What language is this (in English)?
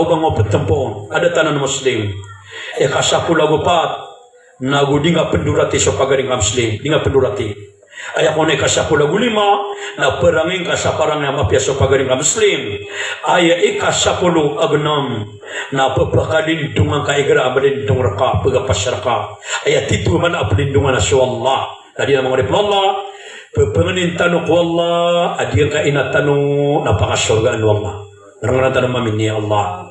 Maranao